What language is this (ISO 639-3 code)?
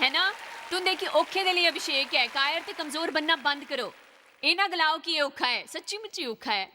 doi